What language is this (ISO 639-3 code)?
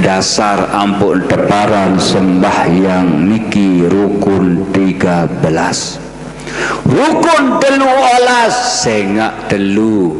sas